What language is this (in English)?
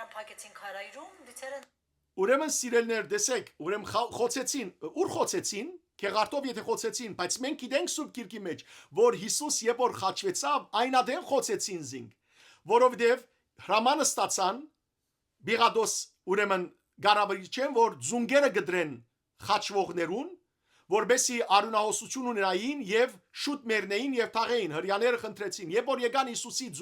Western Armenian